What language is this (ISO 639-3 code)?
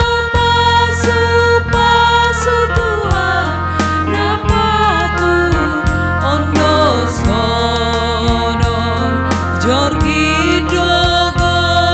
bts